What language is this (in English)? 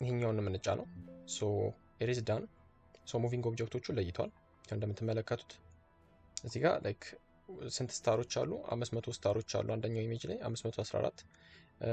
Amharic